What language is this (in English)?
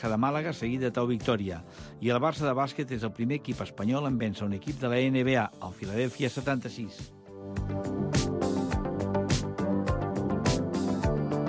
Catalan